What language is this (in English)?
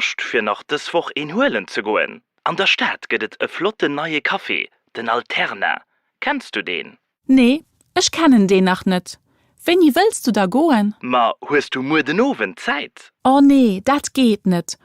Luxembourgish